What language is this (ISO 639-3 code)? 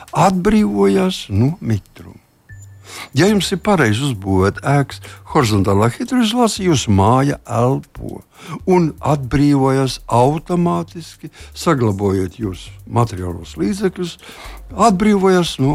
lav